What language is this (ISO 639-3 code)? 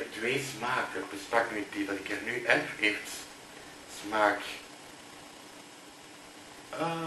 nld